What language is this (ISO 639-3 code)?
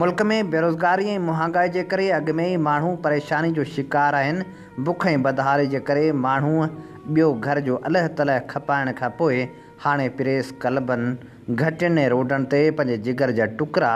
snd